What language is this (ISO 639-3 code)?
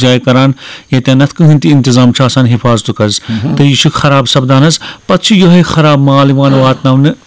kas